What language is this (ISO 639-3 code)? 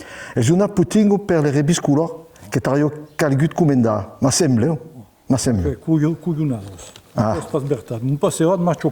oci